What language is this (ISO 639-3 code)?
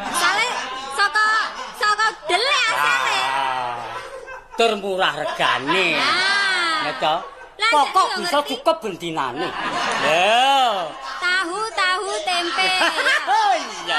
jav